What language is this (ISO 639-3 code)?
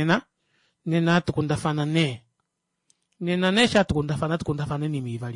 kua